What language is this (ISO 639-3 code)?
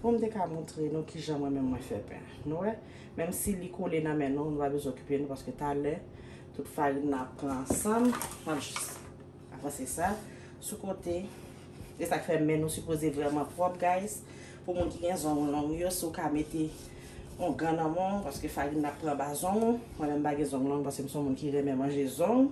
hat